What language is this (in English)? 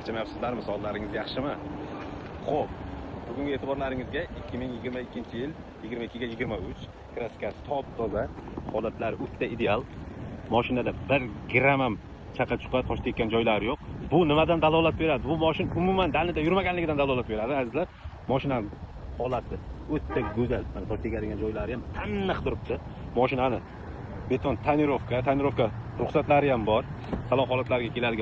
Uzbek